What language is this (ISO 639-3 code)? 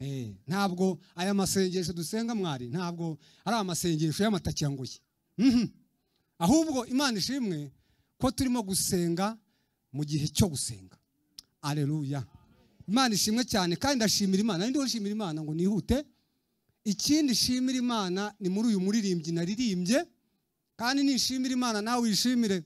kin